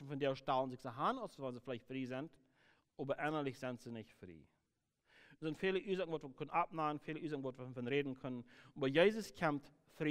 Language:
Plautdietsch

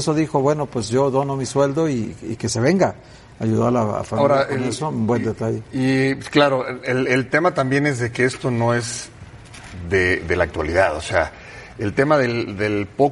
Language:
Spanish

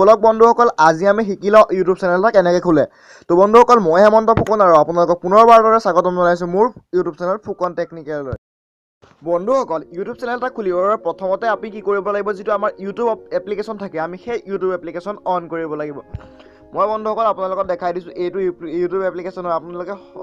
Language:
Assamese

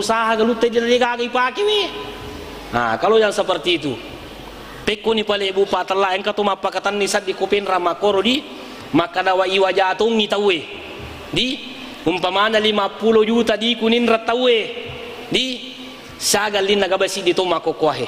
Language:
Buginese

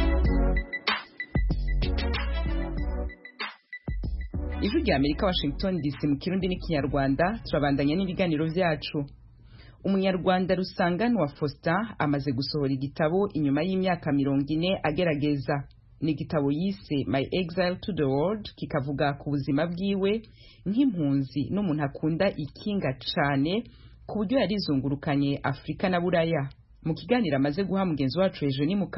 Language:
Kinyarwanda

